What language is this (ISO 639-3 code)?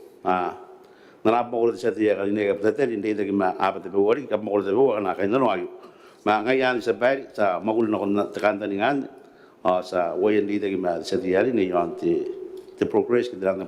gil